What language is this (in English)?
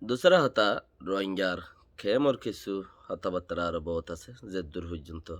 Rohingya